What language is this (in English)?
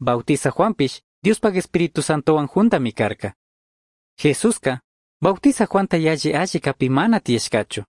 Chimborazo Highland Quichua